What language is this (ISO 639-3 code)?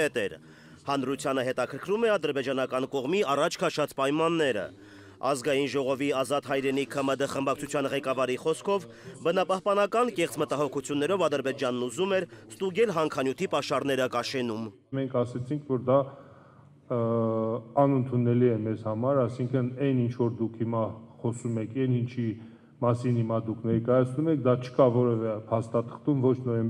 hye